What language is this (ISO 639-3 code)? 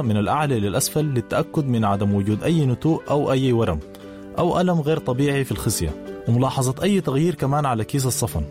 apd